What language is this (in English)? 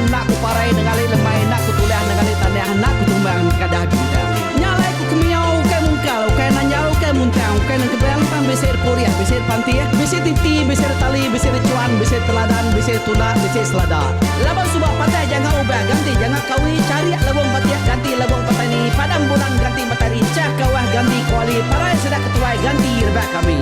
Iban